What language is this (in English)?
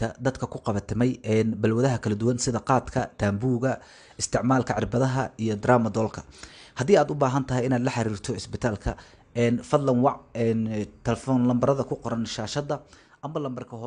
Somali